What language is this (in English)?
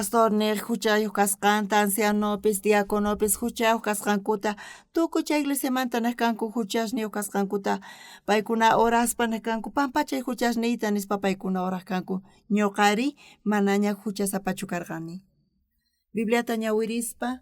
South Bolivian Quechua